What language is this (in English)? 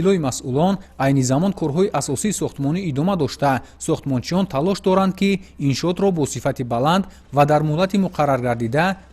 Tajik